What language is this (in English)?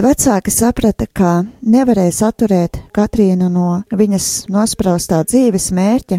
Latvian